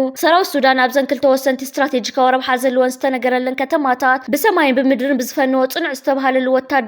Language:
Tigrinya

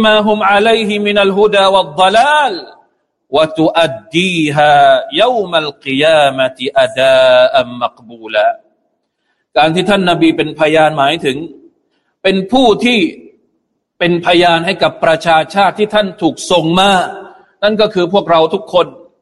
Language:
Thai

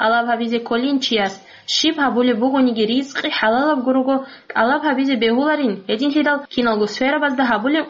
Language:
Avaric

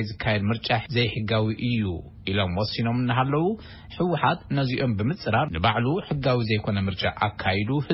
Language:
Tigrinya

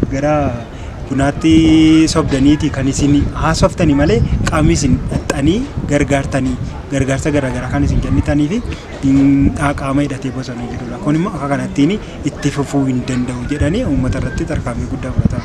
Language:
Oromo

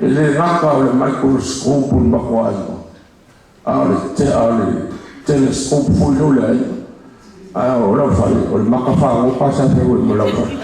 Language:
Samoan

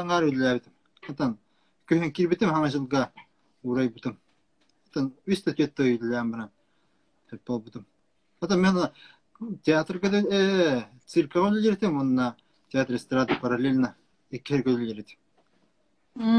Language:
Yakut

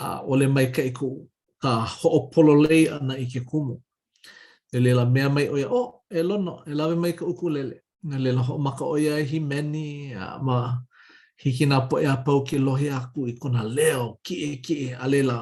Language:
Hawaiian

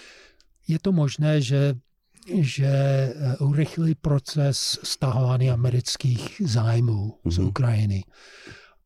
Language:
Czech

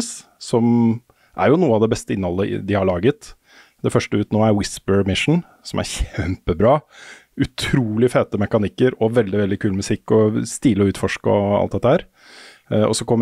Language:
Norwegian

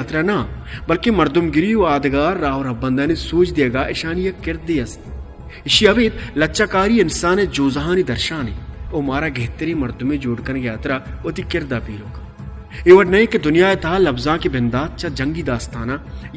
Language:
Baluchi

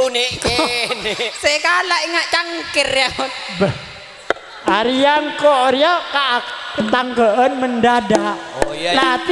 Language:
Madurese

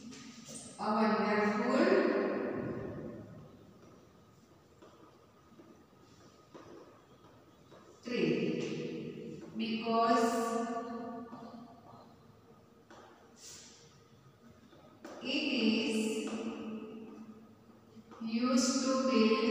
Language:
Gujarati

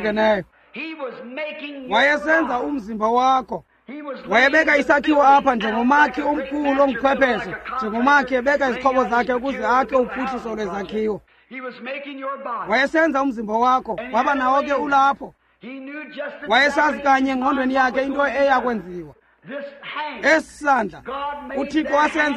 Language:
Xhosa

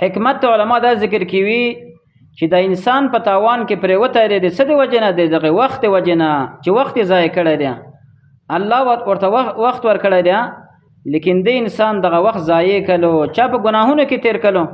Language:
Pashto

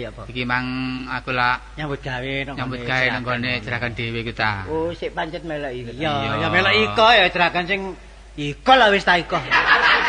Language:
Javanese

